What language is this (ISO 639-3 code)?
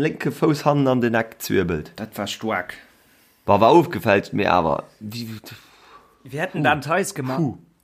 ltz